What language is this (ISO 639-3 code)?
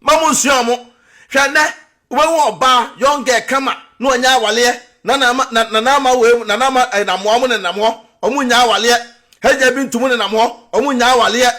aka